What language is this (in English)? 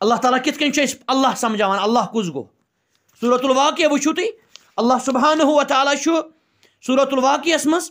Kashmiri